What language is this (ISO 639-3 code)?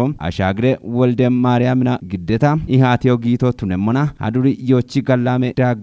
kbr